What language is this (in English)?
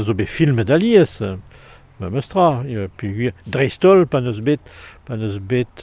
Breton